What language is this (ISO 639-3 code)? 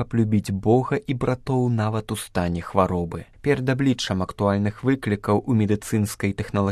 bel